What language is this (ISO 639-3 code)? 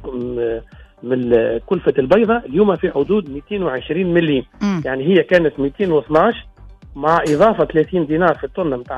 aeb